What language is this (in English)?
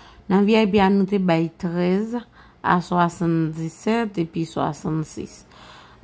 Haitian Creole